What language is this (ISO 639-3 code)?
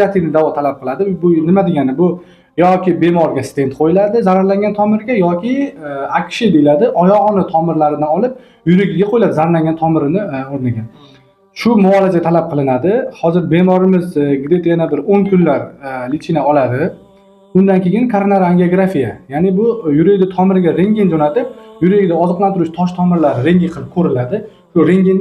uzb